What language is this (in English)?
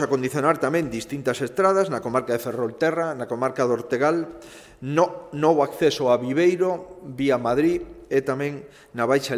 Galician